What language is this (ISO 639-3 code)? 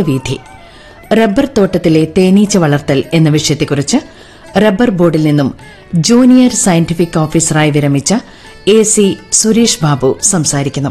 mal